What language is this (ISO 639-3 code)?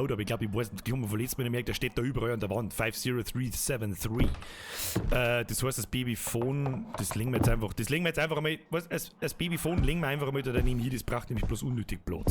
bar